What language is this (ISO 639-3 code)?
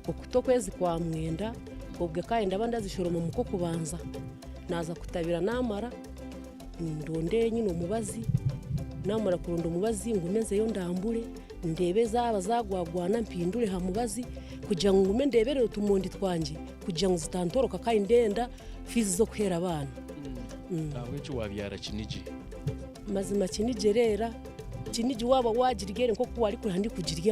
nyn